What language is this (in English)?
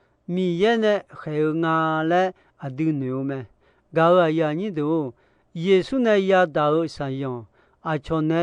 Akha